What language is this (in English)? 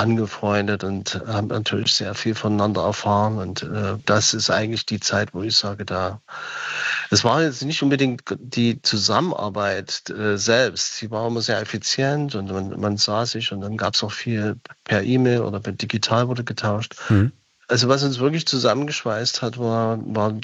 German